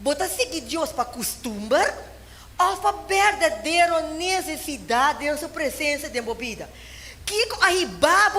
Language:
Papiamento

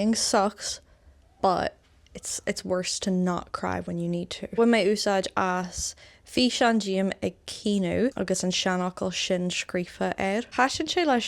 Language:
Irish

